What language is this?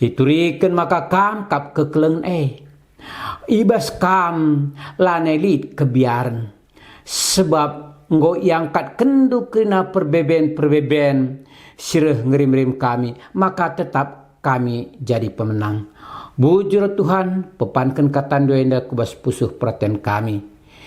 Batak Karo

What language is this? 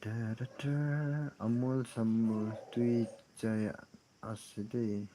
Naga Pidgin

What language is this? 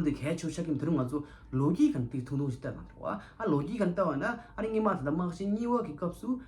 Tibetan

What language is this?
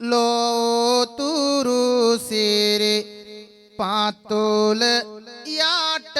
Sinhala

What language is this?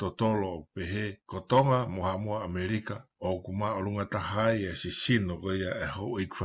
Tongan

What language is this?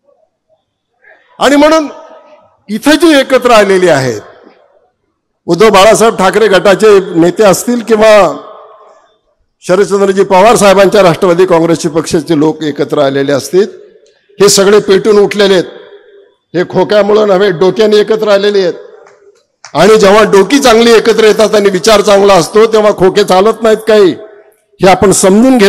Marathi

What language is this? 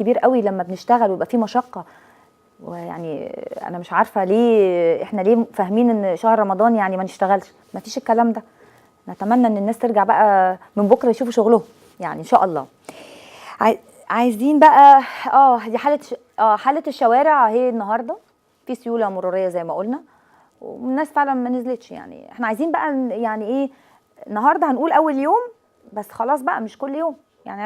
Egyptian Arabic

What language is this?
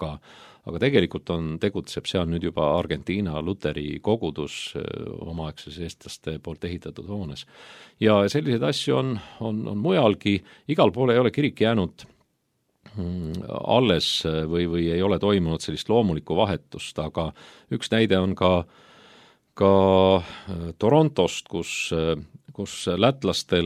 Estonian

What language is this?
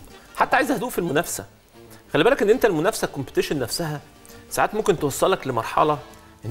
Egyptian Arabic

